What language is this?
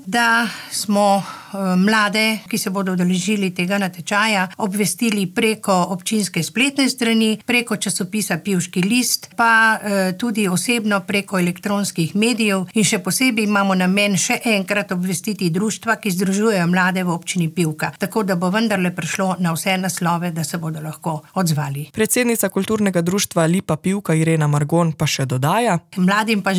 Slovenian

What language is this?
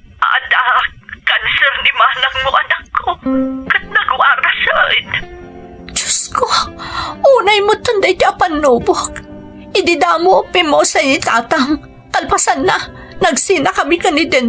Iloko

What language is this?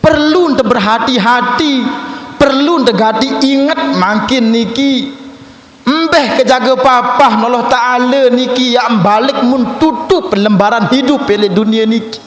Sasak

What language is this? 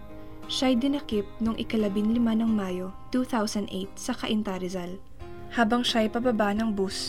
Filipino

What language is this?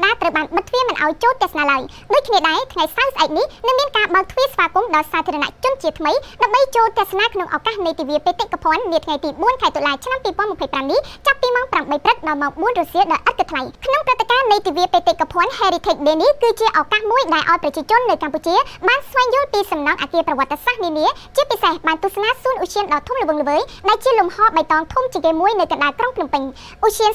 Khmer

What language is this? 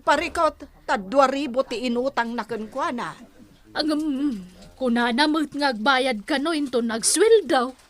Iloko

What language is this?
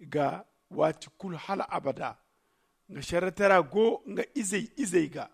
Zarma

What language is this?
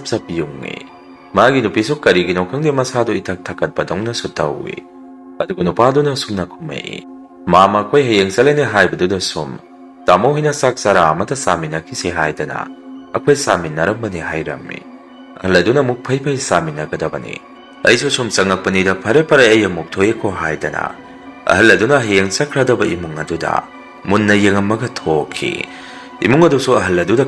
Manipuri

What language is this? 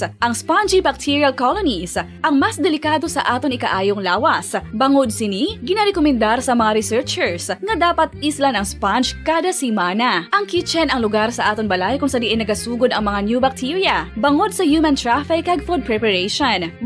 Hiligaynon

